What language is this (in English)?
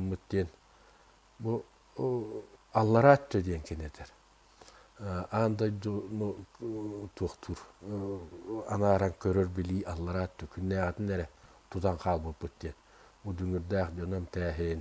Yakut